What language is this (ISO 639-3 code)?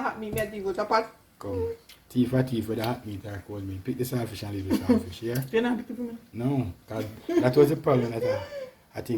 jam